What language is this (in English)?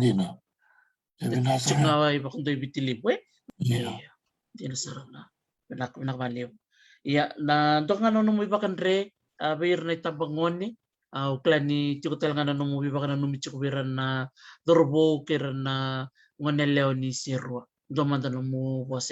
Fijian